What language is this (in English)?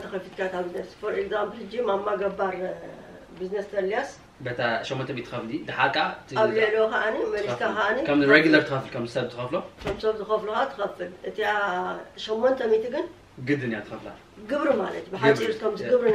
Tigrinya